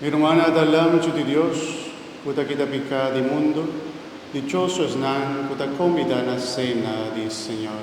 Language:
Papiamento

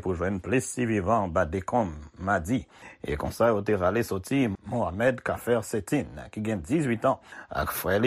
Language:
Haitian Creole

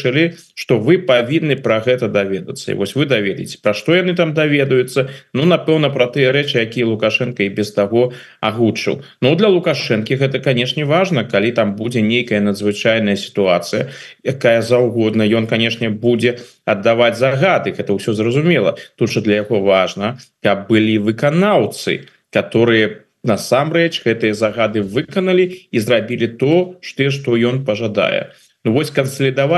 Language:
Belarusian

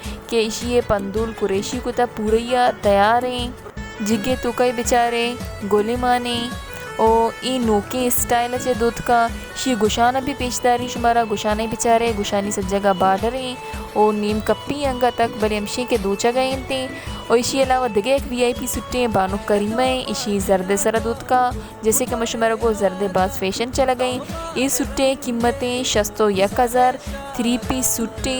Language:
Baluchi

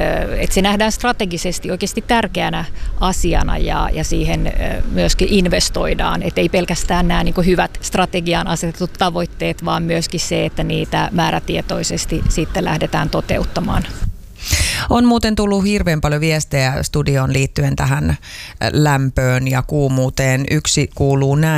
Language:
Finnish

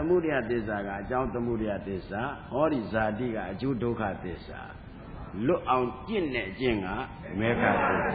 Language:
Burmese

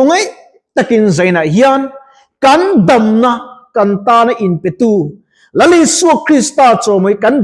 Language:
Mizo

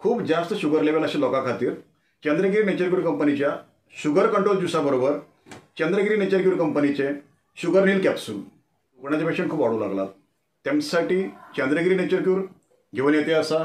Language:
Konkani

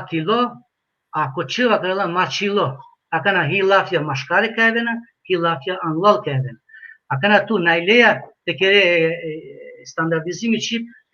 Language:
Balkan Romani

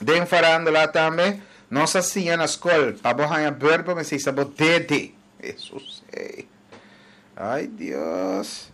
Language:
Papiamento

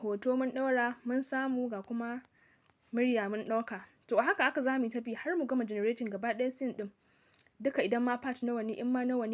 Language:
Hausa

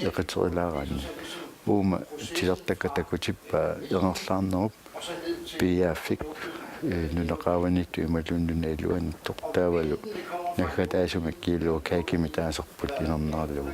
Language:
Kalaallisut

